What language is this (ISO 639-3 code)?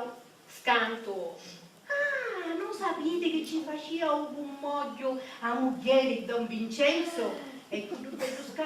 scn